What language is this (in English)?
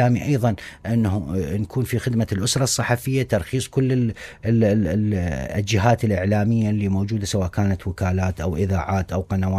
Mesopotamian Arabic